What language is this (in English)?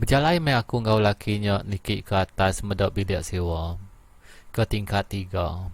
Iban